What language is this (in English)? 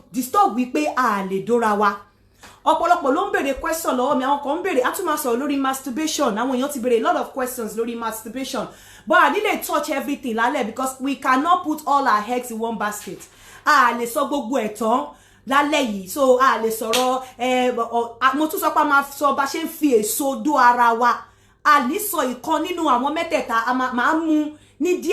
Yoruba